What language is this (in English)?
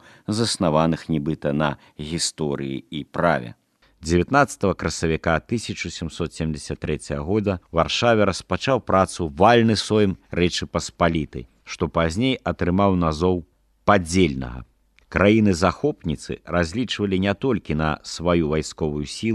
Belarusian